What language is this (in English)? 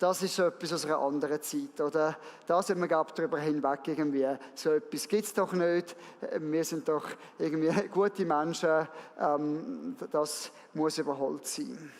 Swiss German